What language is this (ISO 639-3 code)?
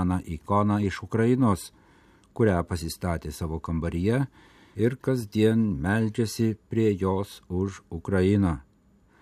lit